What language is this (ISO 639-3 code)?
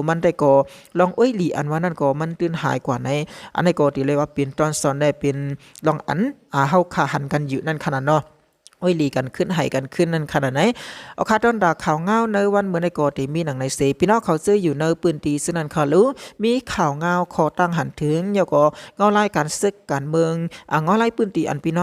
shn